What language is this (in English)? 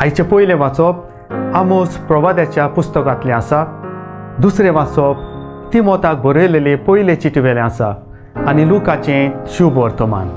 Konkani